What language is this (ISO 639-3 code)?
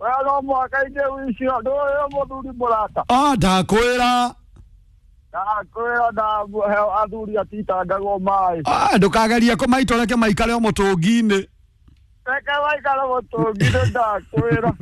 kik